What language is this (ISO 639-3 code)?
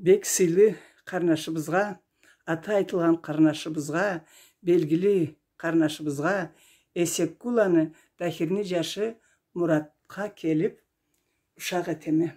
krc